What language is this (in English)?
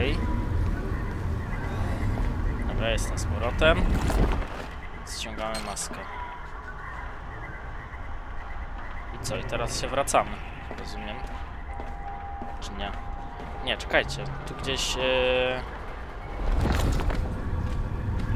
Polish